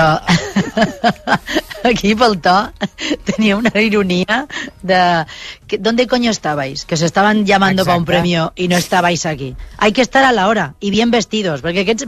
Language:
Catalan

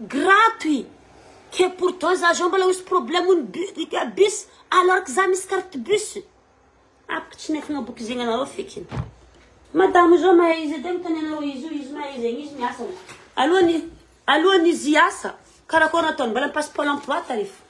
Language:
Malagasy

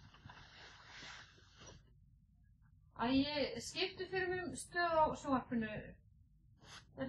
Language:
Icelandic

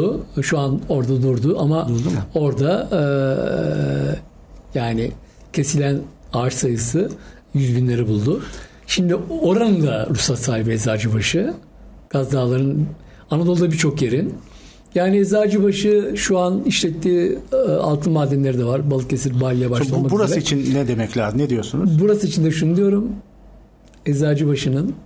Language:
Turkish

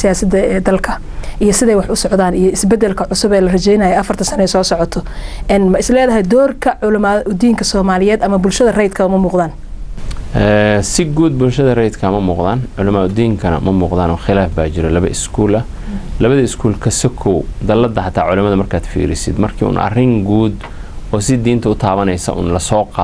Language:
Somali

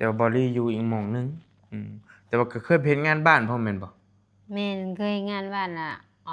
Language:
Northeastern Thai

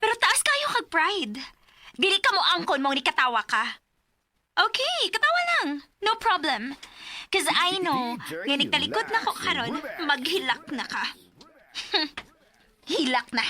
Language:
Cebuano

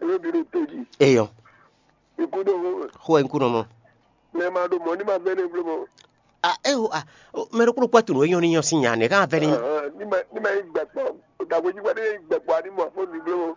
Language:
Fon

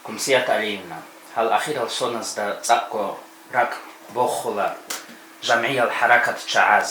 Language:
Avaric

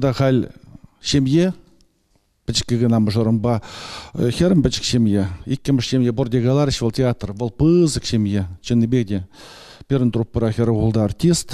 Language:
Chuvash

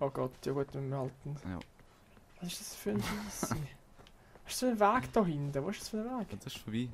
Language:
Swiss German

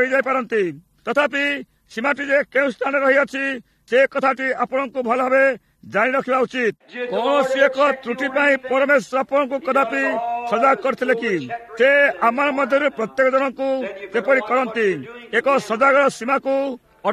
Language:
Odia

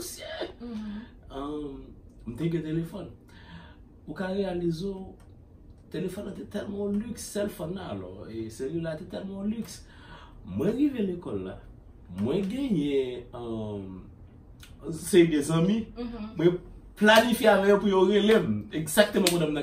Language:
Haitian Creole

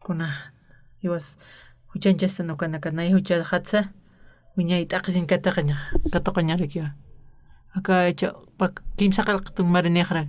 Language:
Aymara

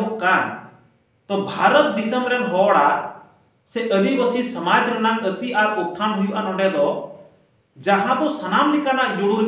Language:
Santali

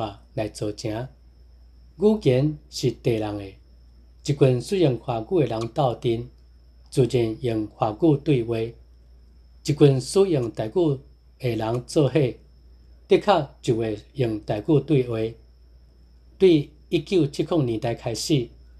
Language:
Min Nan Chinese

